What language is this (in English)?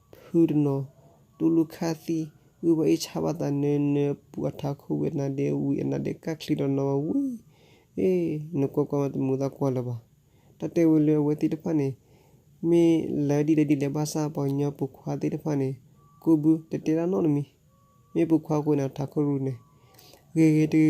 S'gaw Karen